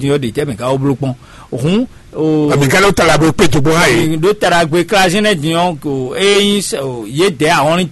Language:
Fon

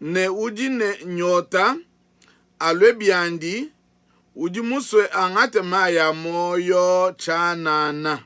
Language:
Luba-Lulua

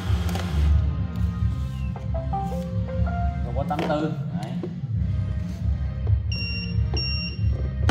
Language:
Vietnamese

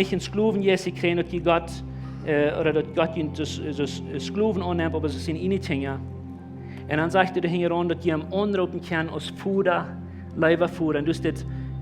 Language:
Plautdietsch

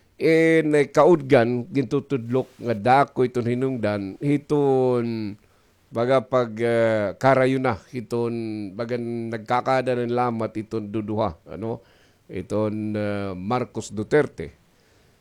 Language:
Waray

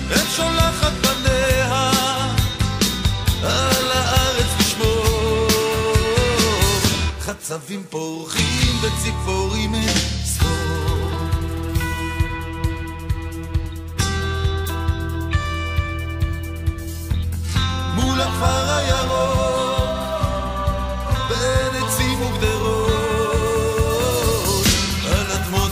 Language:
Hebrew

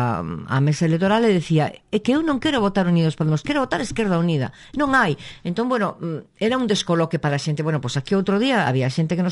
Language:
Galician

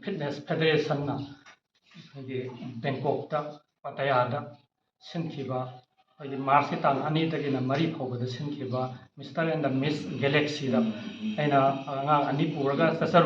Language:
Manipuri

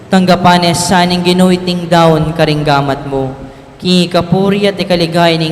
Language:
Pampanga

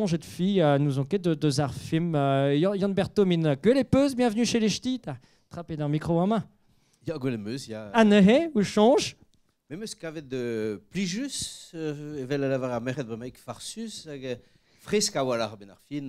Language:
Breton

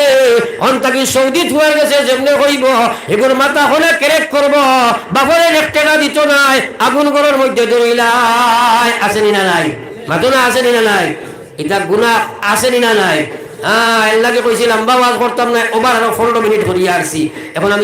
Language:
Sylheti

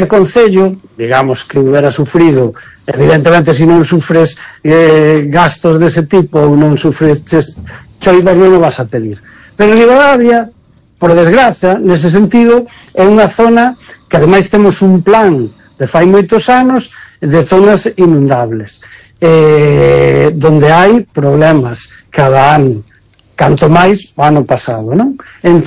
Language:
Galician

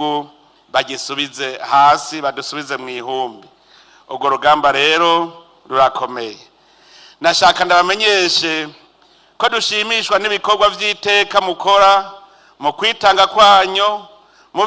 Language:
Rundi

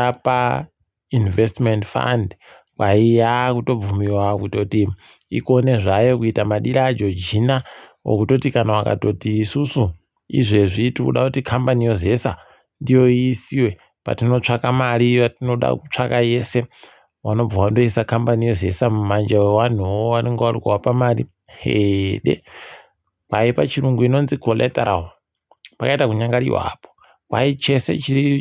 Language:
Ndau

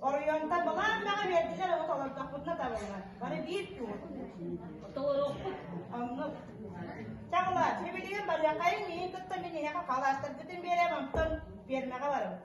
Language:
Yakut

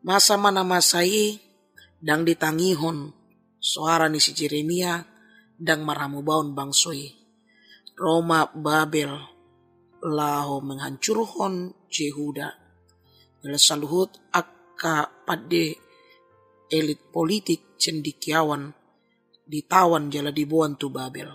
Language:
Batak Toba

